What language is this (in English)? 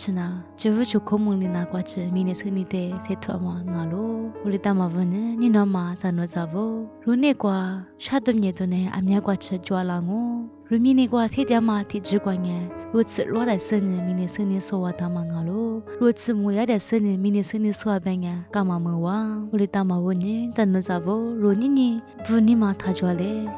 Lisu